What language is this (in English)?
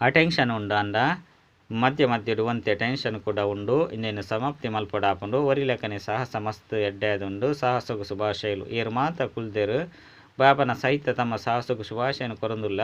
Tulu